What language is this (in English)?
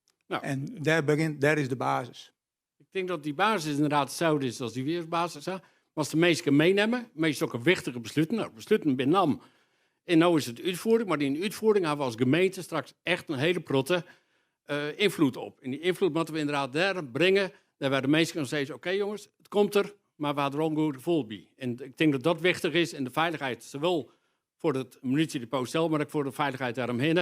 Western Frisian